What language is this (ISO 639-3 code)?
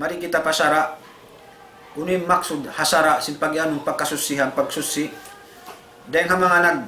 tsg